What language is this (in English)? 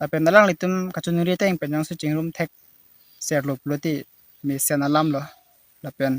Karbi